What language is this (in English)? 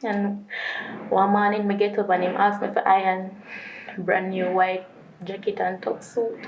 Jamaican Creole English